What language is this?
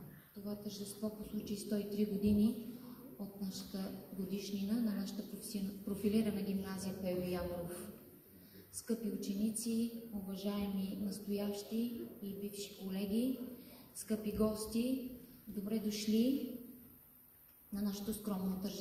Bulgarian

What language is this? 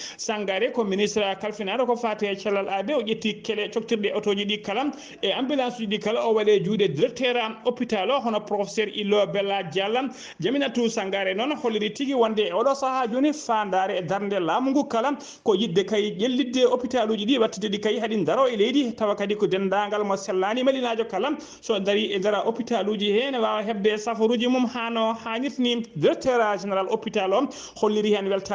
Fula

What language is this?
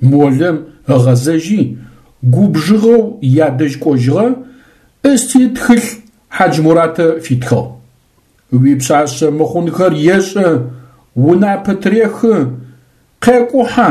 Adyghe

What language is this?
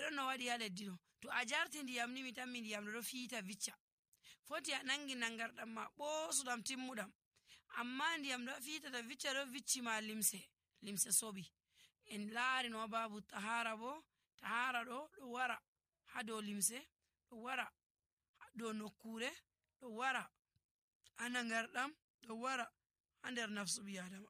Nigerian Fulfulde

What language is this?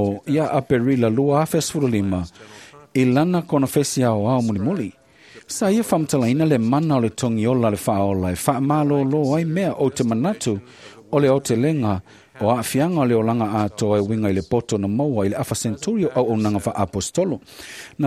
Samoan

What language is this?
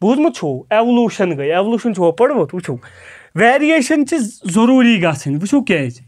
Kashmiri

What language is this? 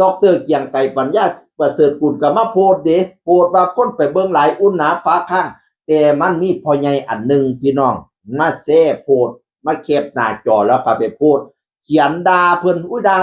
Northeastern Thai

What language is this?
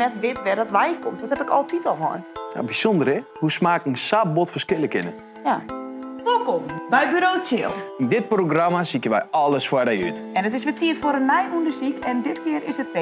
Western Frisian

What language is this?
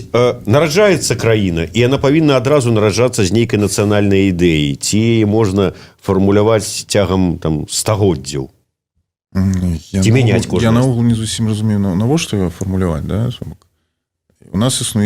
Belarusian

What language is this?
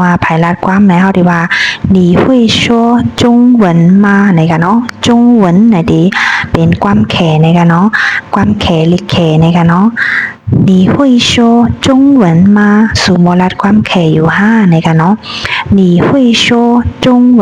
Shan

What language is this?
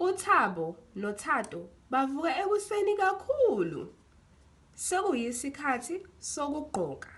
Zulu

